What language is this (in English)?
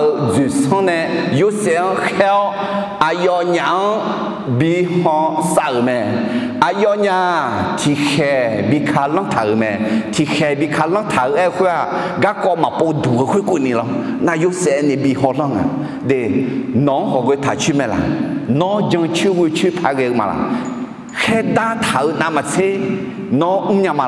Akha